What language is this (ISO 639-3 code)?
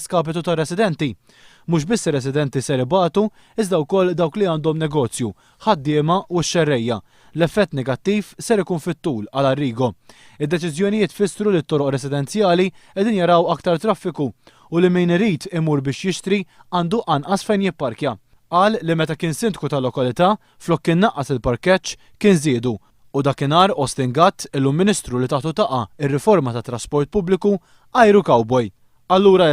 mlt